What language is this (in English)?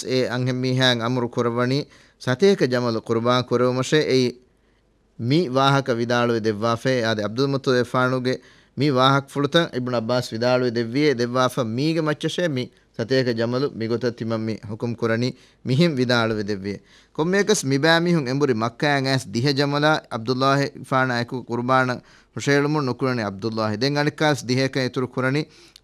Divehi